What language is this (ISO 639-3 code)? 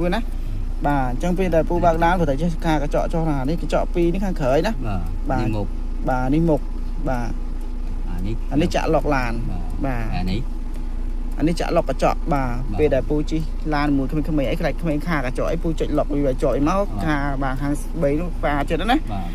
khm